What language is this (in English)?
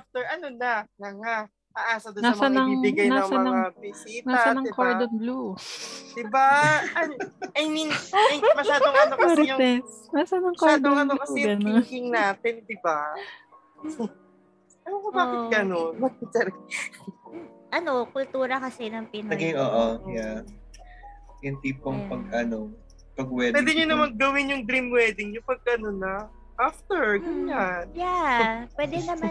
Filipino